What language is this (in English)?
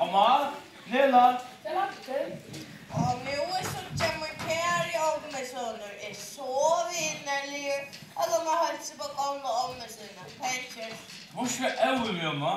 Faroese